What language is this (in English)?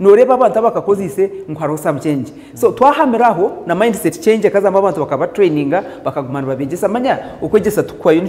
Nyankole